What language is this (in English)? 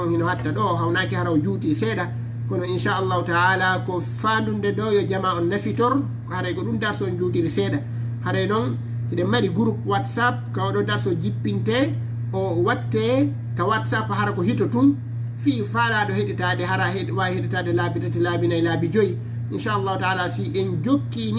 Fula